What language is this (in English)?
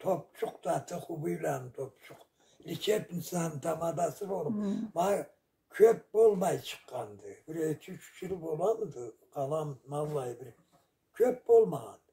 Karachay-Balkar